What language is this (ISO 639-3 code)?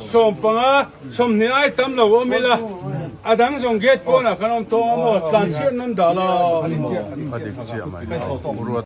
lus